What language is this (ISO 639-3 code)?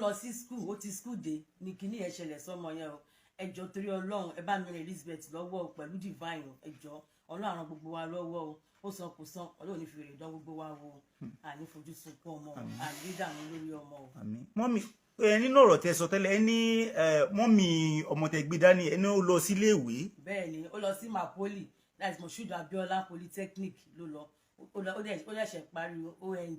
yor